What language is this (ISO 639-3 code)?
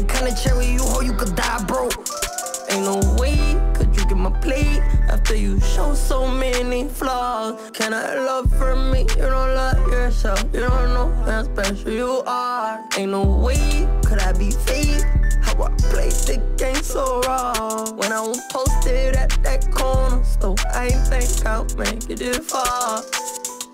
eng